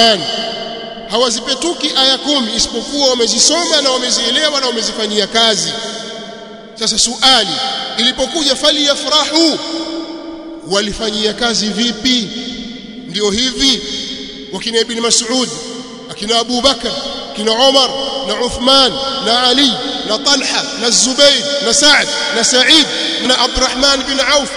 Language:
Swahili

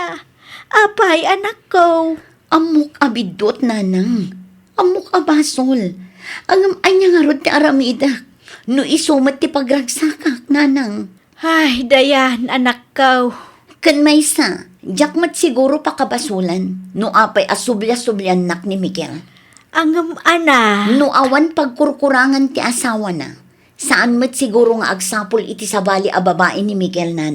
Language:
Iloko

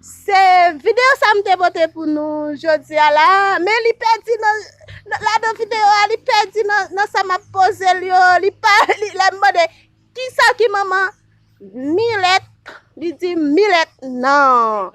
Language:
Haitian Creole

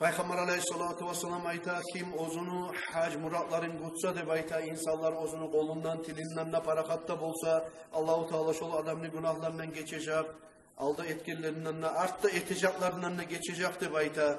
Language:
Kumyk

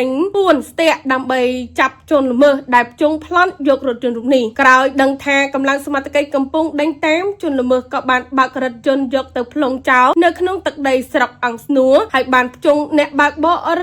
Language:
Khmer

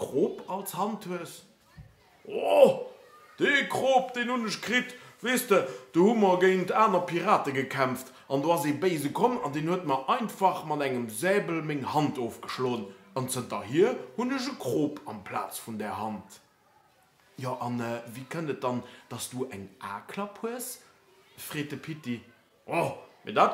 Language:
Luxembourgish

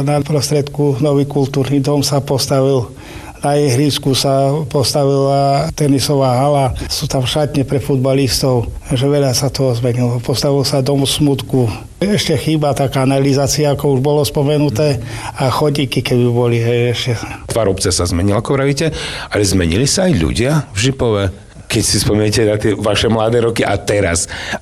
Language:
Slovak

